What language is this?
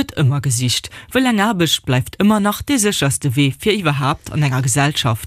Luxembourgish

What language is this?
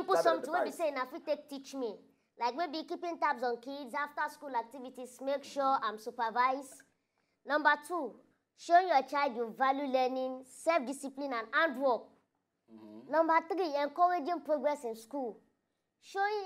Nigerian Pidgin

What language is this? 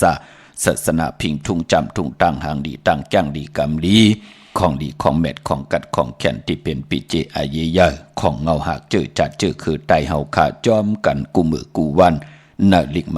Shan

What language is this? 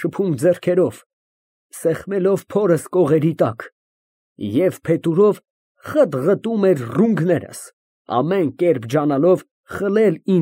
Armenian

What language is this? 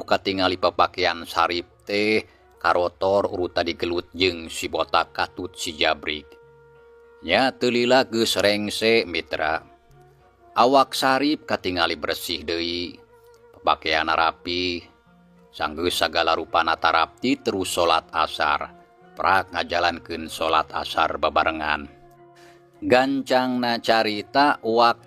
Sundanese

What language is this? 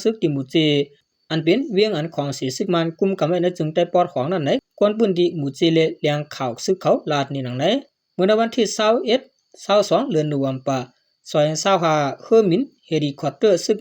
Shan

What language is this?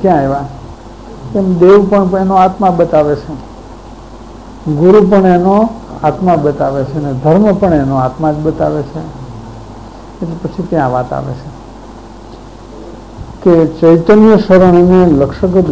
Gujarati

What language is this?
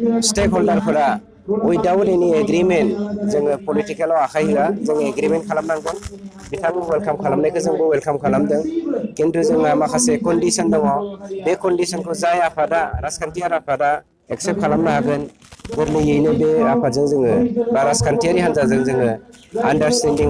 Bodo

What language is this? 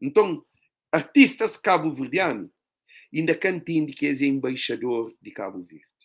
Kabuverdianu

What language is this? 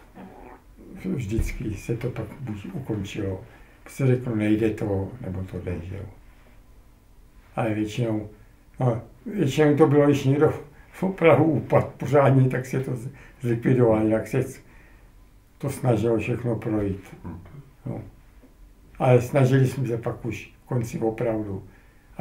Czech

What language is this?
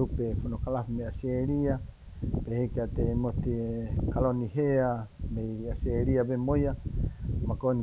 Tongan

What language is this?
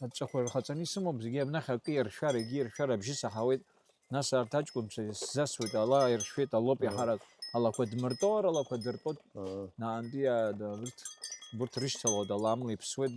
Abkhazian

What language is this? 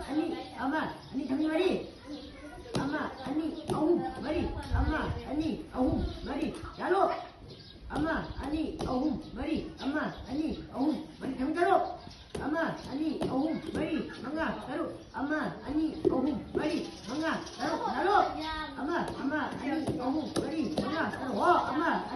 Manipuri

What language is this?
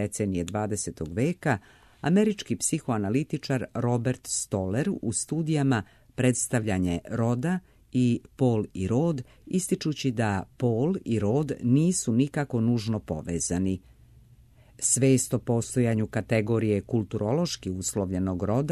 Serbian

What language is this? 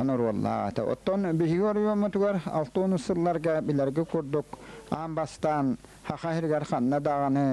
Yakut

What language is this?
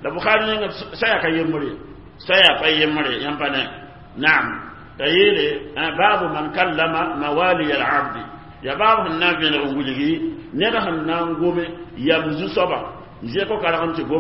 Mossi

